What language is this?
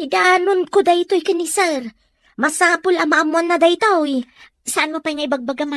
Iloko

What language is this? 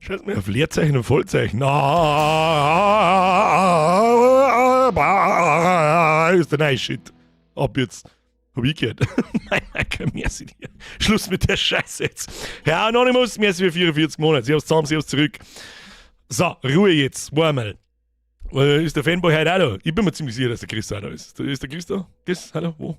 Bavarian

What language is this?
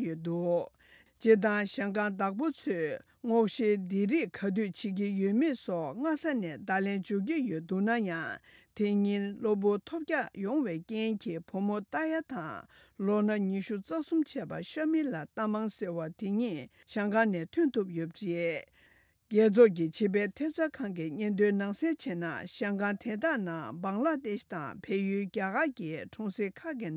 Tibetan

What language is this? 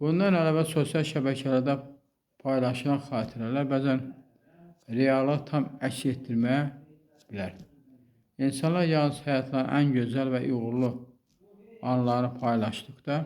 Azerbaijani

